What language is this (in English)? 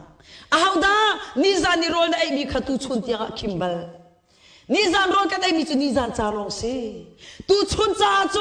Hakha Chin